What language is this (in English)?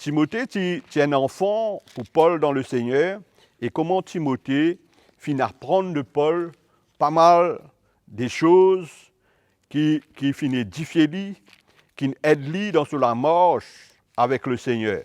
Morisyen